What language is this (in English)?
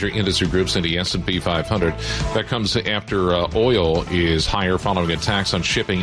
English